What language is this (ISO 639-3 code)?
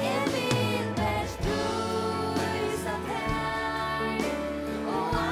fao